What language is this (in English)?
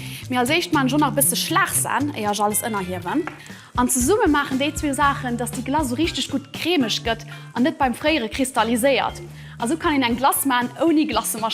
Luxembourgish